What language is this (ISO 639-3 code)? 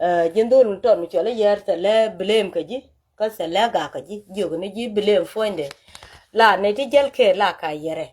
nus